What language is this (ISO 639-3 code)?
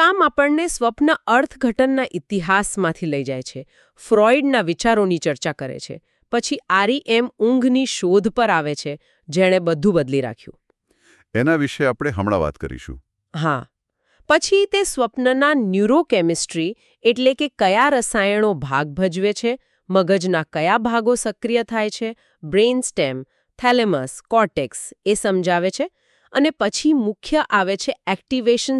guj